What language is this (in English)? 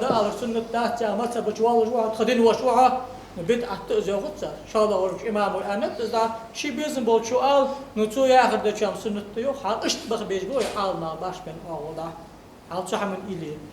Ingush